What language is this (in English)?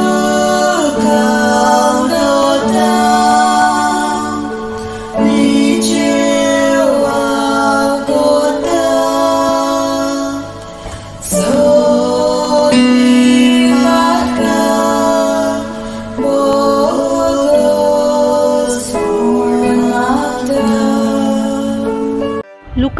Konkani